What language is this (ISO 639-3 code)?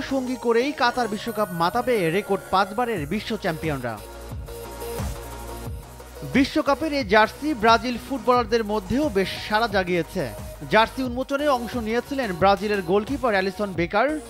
ben